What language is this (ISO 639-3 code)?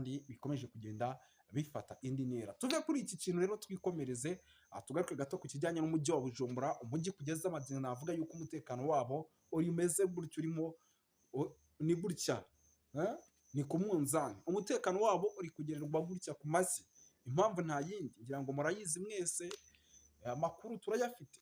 run